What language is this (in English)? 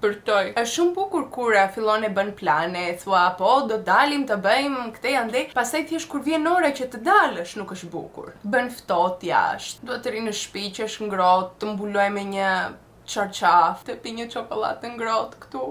Albanian